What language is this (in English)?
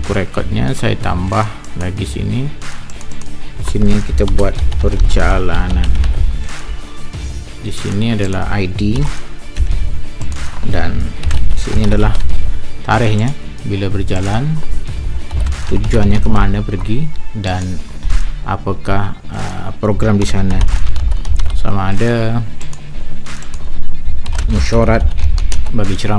Malay